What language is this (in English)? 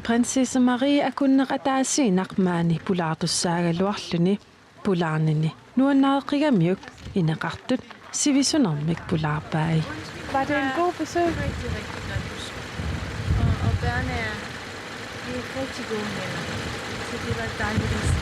Kalaallisut